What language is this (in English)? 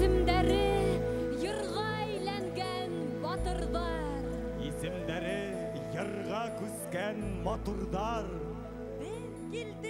Bashkir